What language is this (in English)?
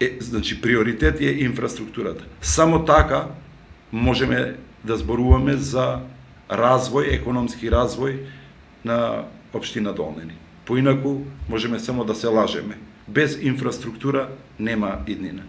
Macedonian